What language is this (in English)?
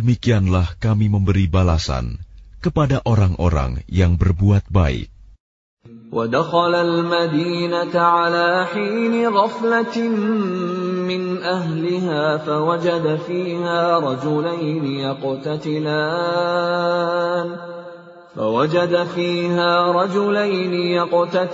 Indonesian